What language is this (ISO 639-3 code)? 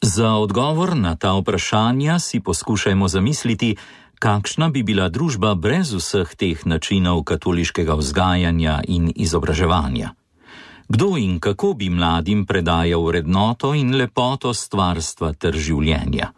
slv